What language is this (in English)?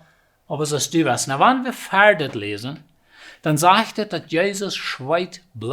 Plautdietsch